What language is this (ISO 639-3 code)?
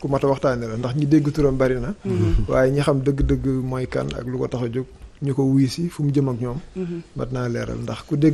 wol